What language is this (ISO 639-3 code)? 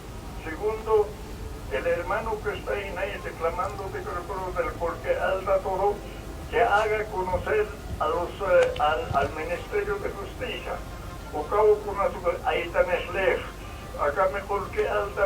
aym